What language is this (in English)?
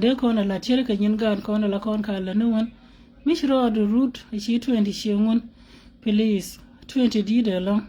Nuer